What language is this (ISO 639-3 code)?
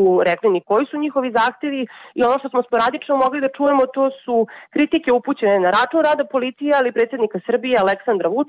srp